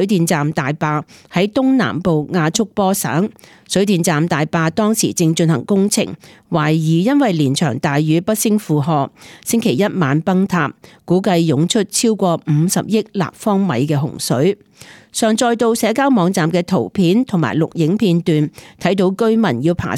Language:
Cantonese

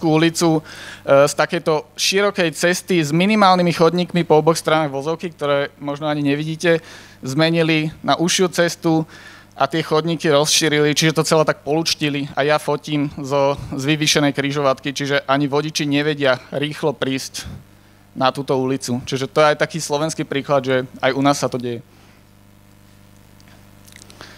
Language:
Slovak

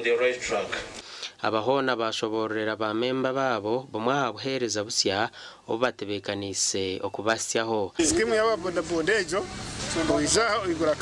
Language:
Nyankole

